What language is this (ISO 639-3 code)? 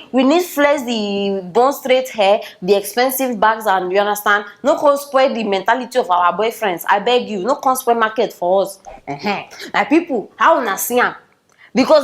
pcm